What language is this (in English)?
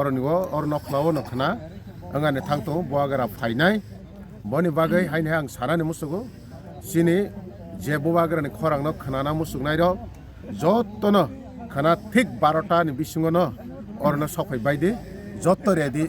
Kok Borok